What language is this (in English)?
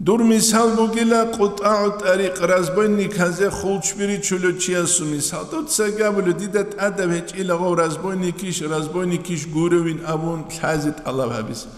Avaric